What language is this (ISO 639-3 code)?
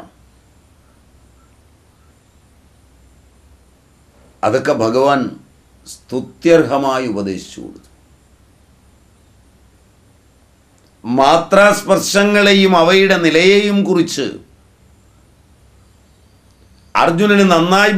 mal